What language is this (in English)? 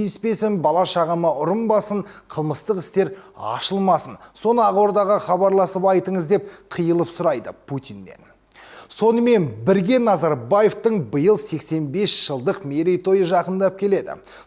Kazakh